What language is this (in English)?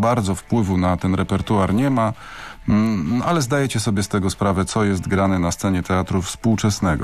Polish